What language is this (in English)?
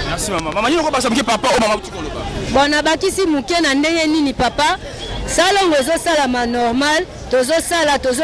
Lingala